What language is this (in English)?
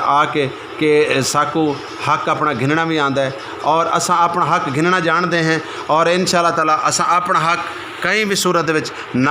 Saraiki